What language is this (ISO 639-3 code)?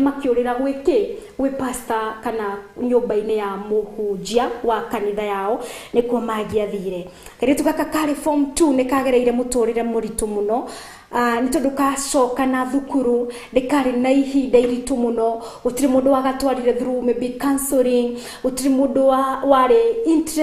kik